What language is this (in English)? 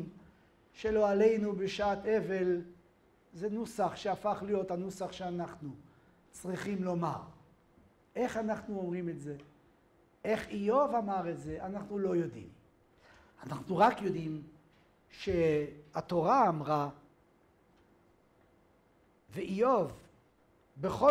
Hebrew